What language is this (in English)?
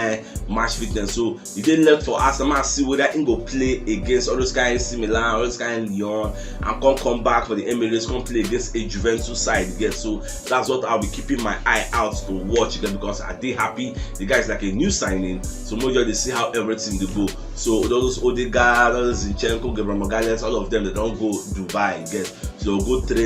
Nigerian Pidgin